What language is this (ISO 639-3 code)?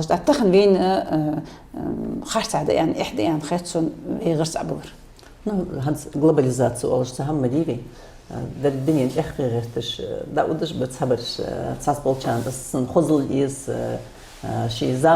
inh